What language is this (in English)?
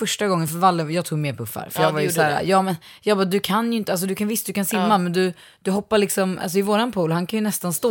Swedish